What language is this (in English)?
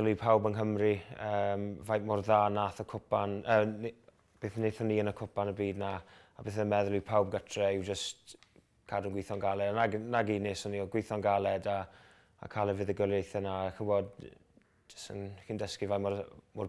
Welsh